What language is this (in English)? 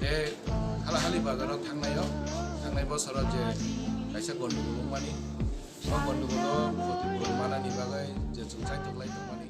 Kok Borok